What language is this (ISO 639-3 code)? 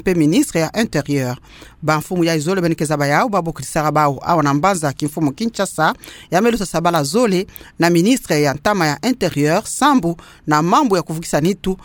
ktu